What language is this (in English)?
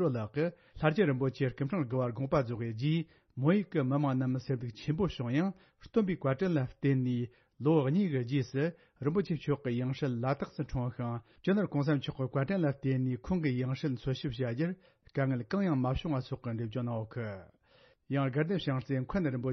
Tibetan